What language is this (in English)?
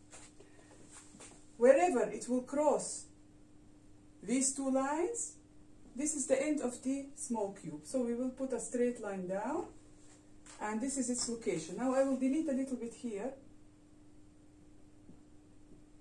English